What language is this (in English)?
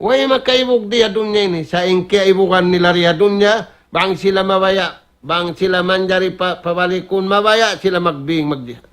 Tausug